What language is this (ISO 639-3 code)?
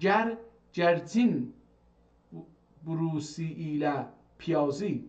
azb